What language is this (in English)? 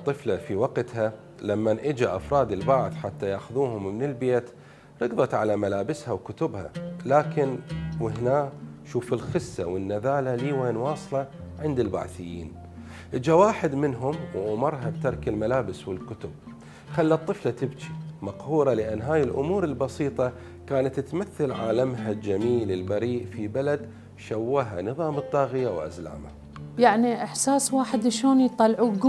Mesopotamian Arabic